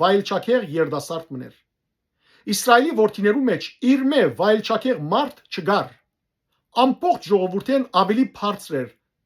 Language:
Western Armenian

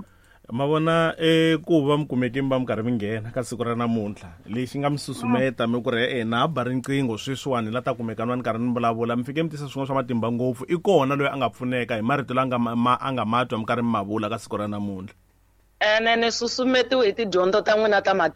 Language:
Tsonga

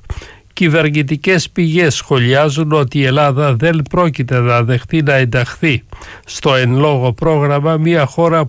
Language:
Greek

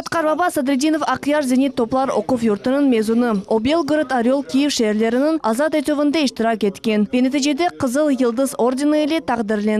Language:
Crimean Tatar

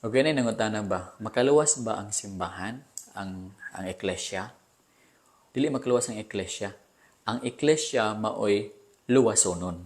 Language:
Cebuano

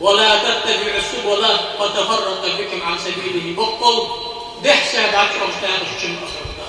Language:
Ingush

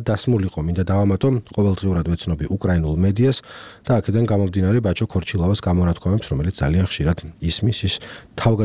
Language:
Georgian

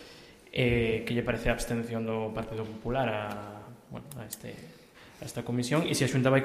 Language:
Galician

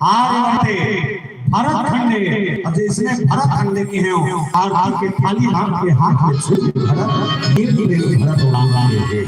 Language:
Chhattisgarhi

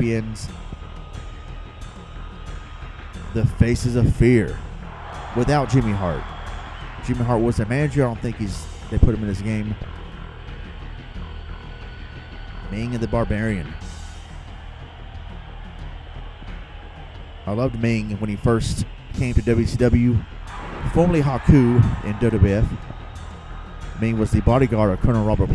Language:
English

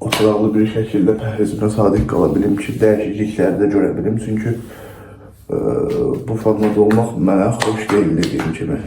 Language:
Azerbaijani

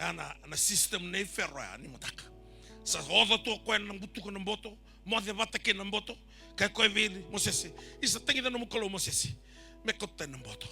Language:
Fijian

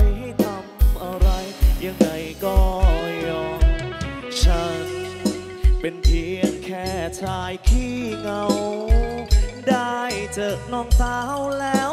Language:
Thai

